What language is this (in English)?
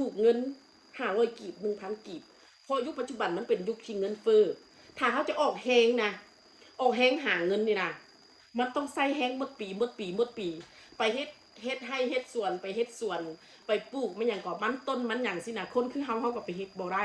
Northeastern Thai